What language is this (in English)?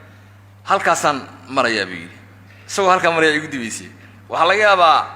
Somali